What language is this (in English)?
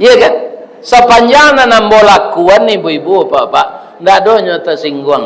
Minangkabau